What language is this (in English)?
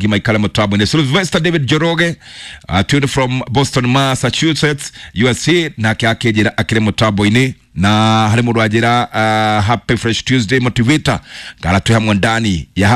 Kikuyu